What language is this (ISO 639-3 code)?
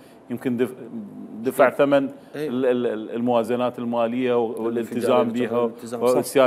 acm